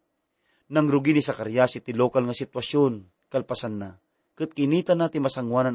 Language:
Iloko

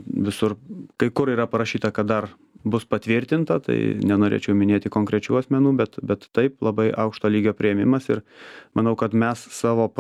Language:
Lithuanian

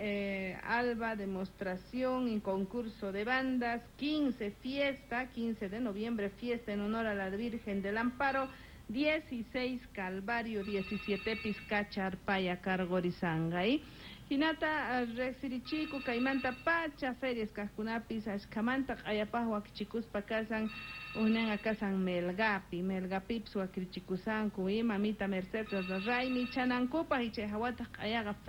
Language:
Quechua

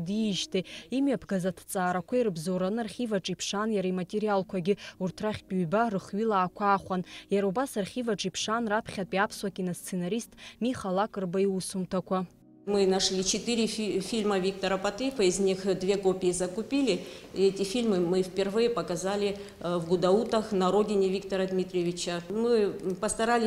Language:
Abkhazian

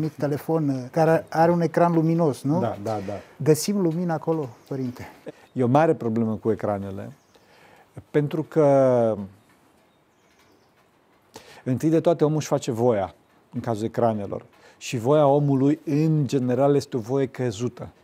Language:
Romanian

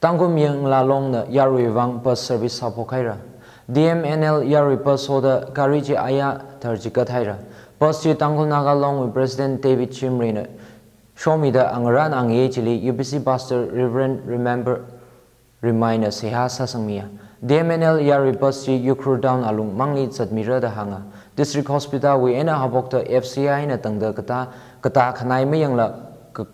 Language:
Tangkhul Naga (India)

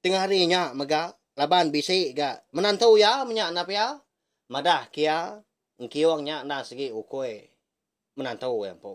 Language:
Iban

